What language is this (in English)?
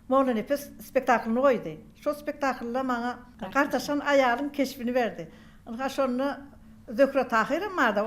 Turkmen